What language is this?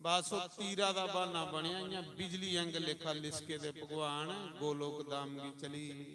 Dogri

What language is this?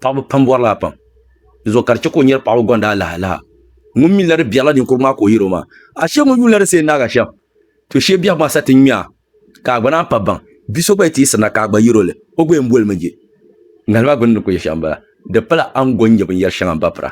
Dagbani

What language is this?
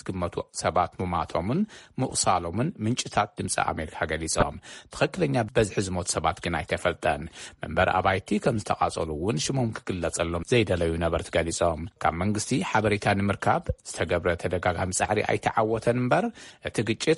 Tigrinya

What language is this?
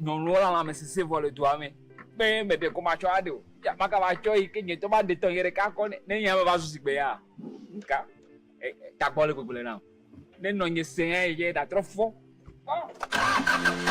Ewe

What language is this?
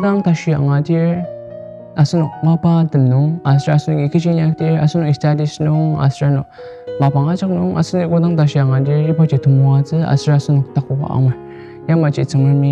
Ao Naga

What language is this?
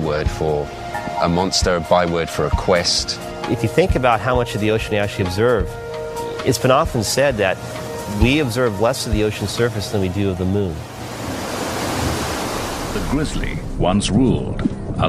English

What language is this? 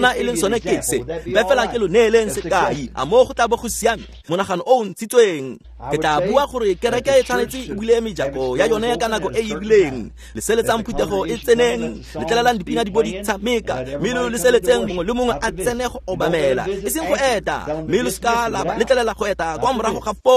Tswana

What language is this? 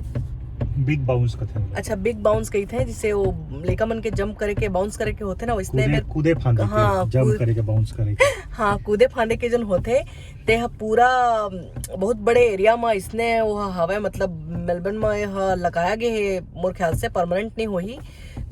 Chhattisgarhi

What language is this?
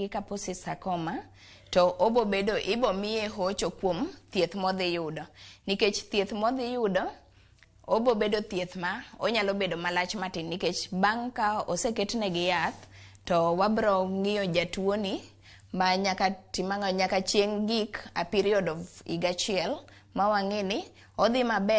Luo (Kenya and Tanzania)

